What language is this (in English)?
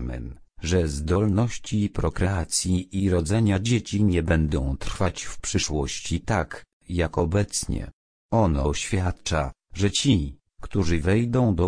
Polish